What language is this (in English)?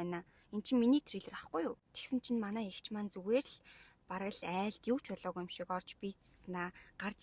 Mongolian